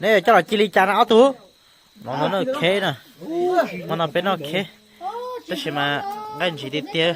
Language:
Hmong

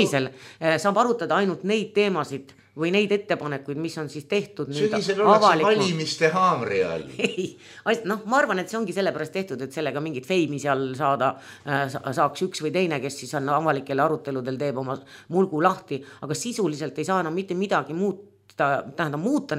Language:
Estonian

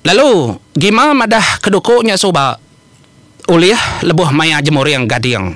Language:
Iban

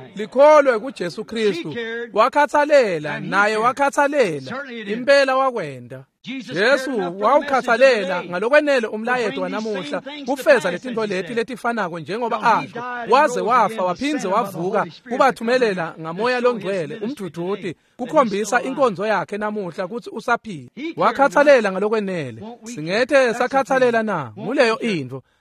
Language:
Swati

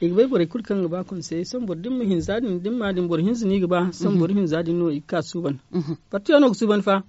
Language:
Zarma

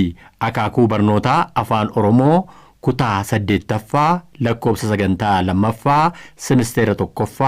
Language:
Oromo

